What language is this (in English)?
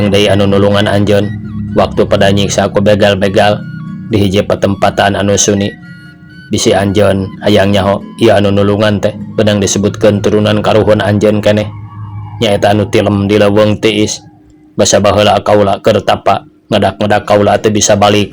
Sundanese